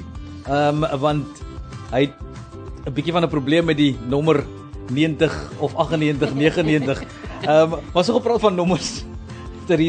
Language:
Afrikaans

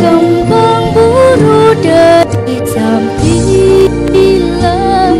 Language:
Madurese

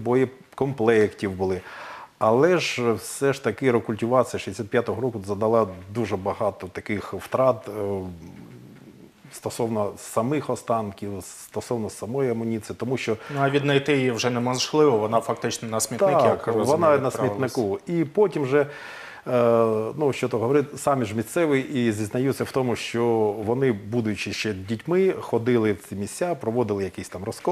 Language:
Ukrainian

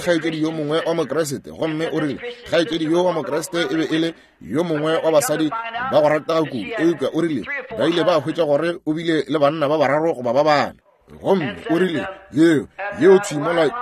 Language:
Northern Sotho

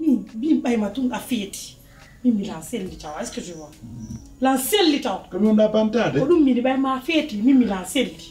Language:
Pular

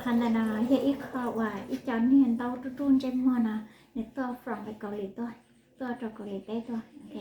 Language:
Hmong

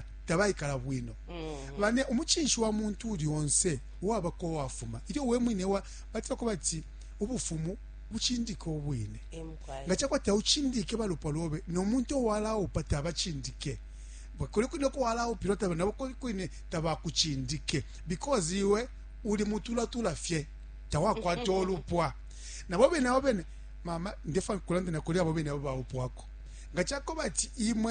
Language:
Bemba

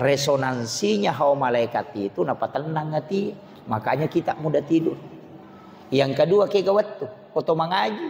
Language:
Buginese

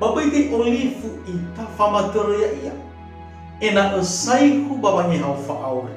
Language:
Nias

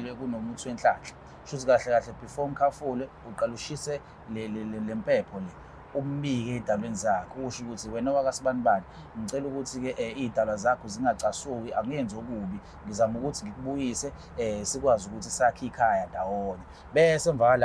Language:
Zulu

